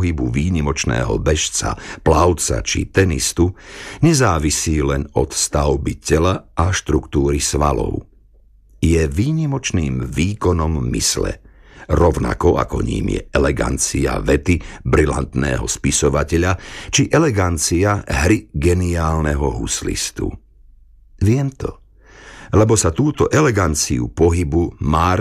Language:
Slovak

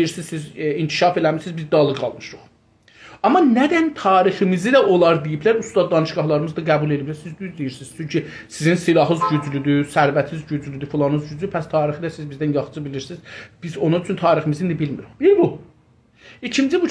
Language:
South Azerbaijani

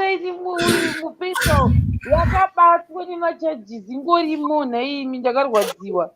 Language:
Shona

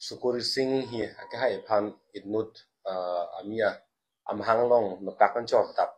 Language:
Karbi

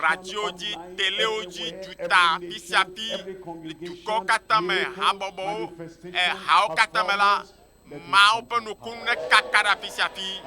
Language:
Ewe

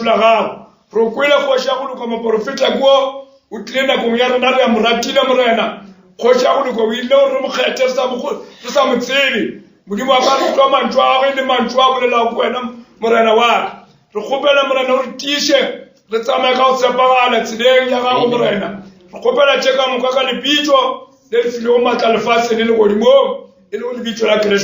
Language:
Northern Sotho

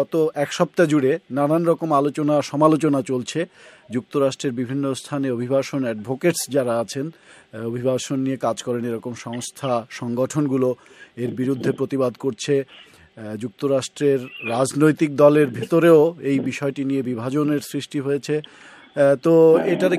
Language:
Bangla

